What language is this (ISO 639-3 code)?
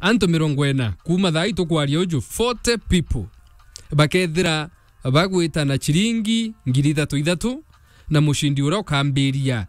mer